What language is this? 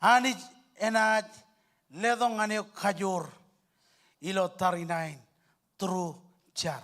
Marshallese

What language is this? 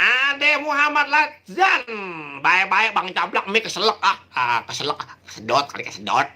Betawi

